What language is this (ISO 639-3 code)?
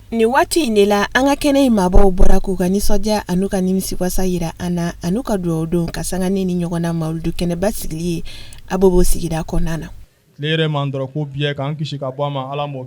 bam